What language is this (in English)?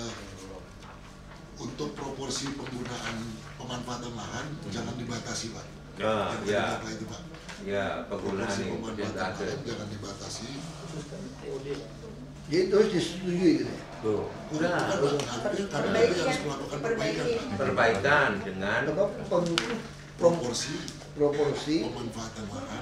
Indonesian